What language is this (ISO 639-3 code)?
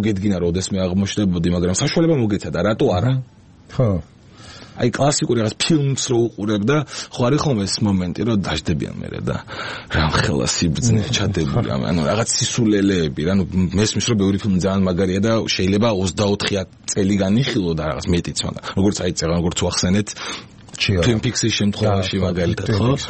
kat